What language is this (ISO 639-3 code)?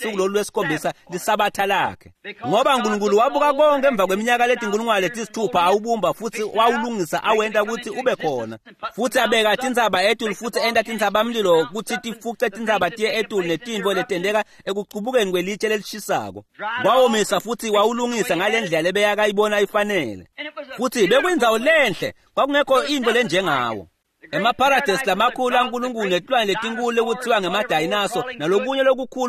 ssw